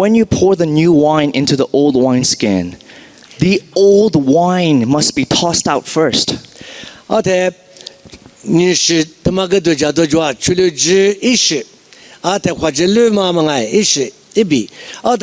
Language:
Lisu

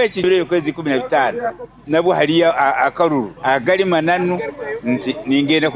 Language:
Nyoro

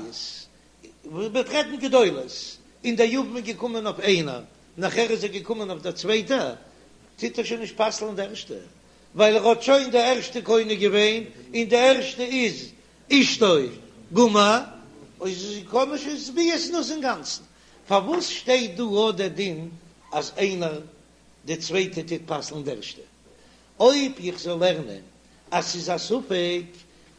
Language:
Yiddish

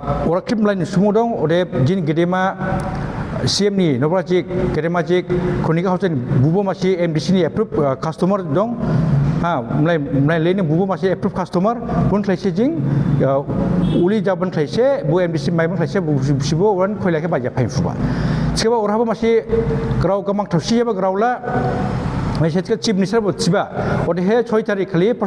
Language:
Dimasa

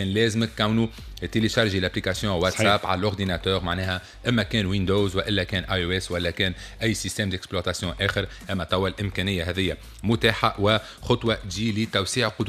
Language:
Tunisian Arabic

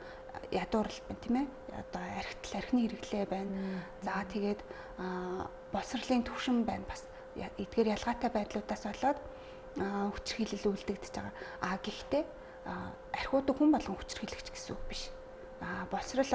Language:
Mongolian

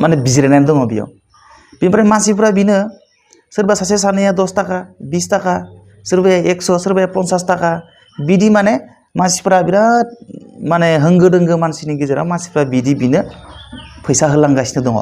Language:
Bodo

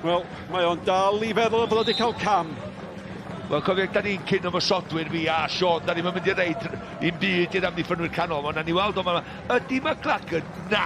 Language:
Welsh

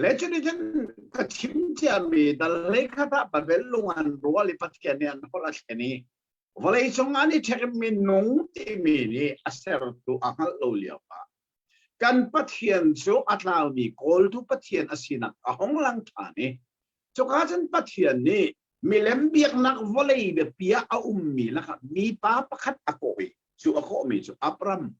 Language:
Hakha Chin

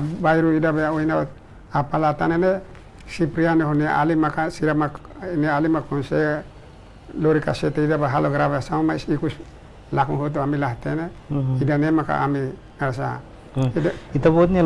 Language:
Tetum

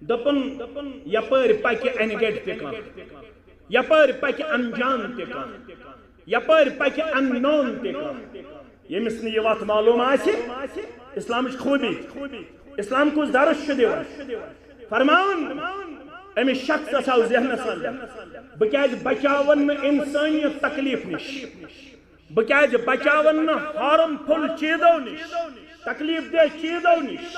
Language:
Kashmiri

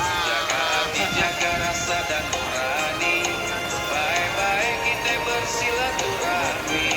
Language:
Betawi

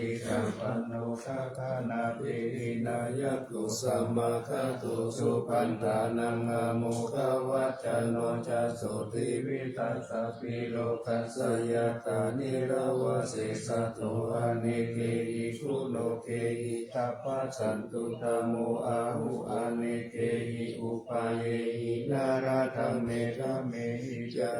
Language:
Pali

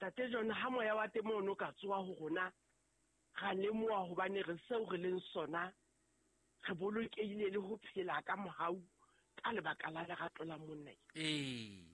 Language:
Southern Sotho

